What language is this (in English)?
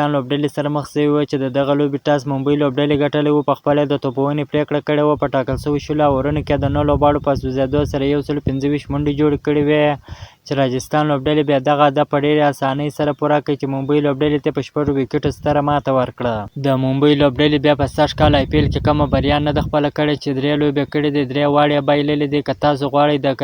Pashto